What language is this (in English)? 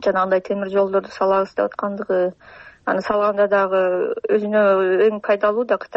Kyrgyz